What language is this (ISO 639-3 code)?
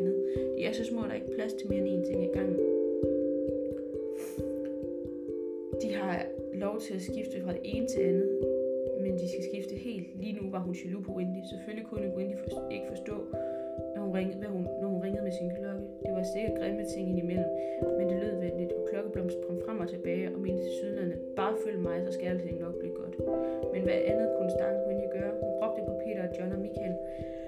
dan